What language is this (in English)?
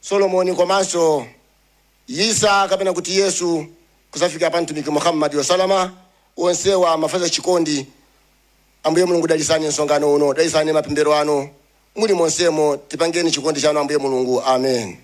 Nyanja